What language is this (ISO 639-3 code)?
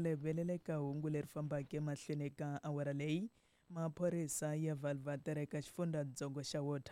tso